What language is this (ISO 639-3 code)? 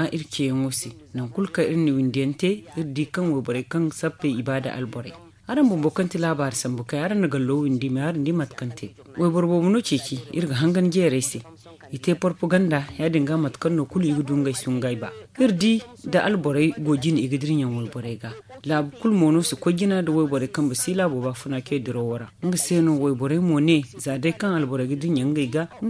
dje